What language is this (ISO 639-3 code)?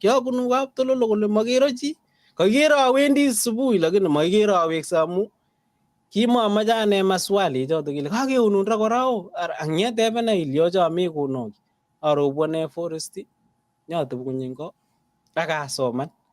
kln